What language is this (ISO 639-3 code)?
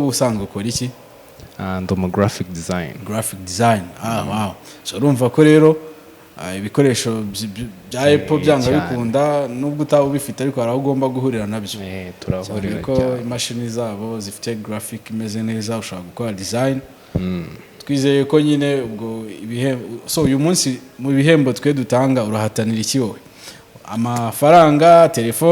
kin